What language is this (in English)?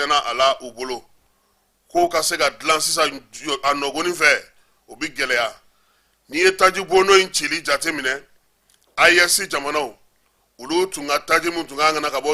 Bambara